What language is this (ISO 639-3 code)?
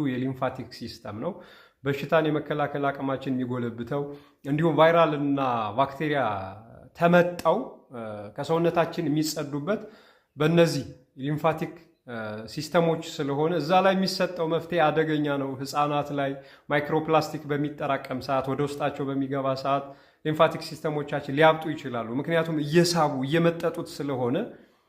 amh